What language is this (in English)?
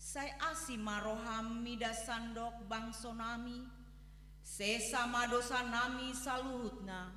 Batak Toba